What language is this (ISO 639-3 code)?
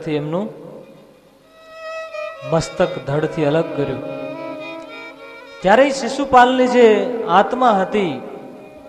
guj